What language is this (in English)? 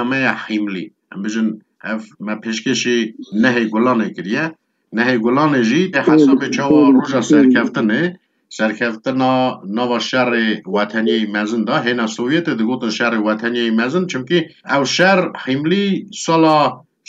Kurdish